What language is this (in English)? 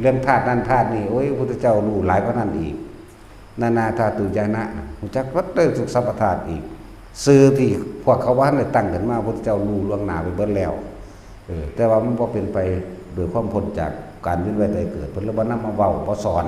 Northeastern Thai